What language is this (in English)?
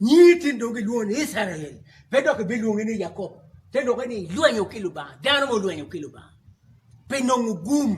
Acoli